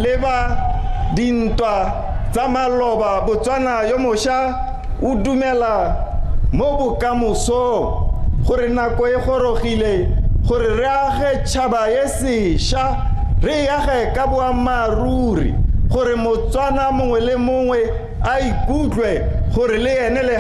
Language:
Tswana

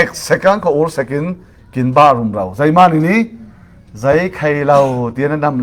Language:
Falam Chin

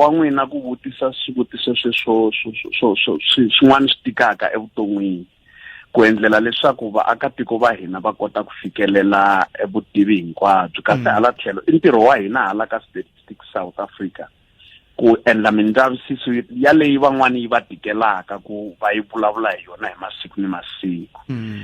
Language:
Tsonga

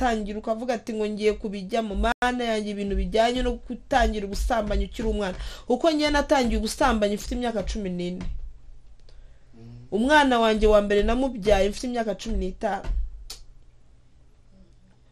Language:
Kinyarwanda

